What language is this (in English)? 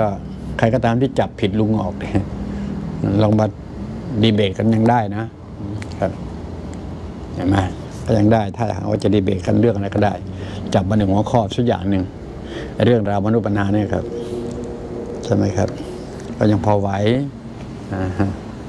Thai